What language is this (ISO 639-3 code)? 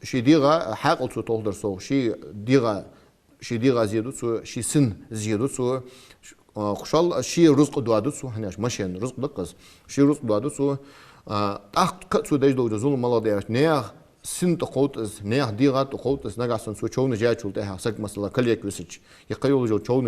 inh